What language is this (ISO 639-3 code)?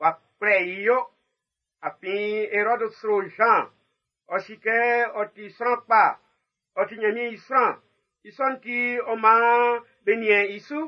bci